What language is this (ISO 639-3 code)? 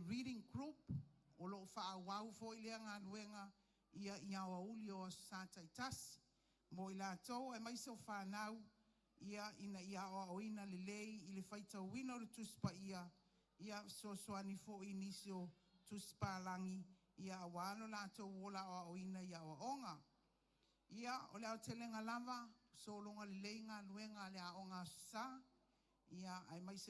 smo